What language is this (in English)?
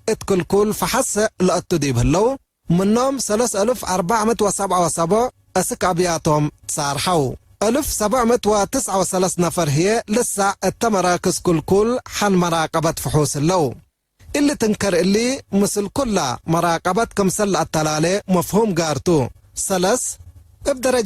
Tigre